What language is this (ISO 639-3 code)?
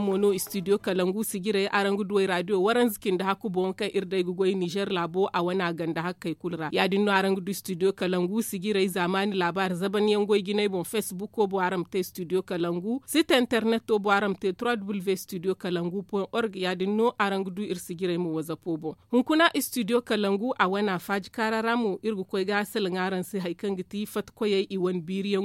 dje